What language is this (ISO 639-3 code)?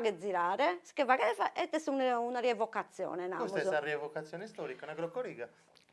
srd